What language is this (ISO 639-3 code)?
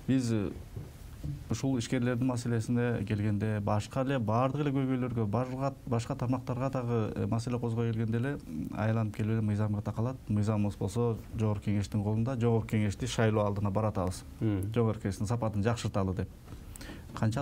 kir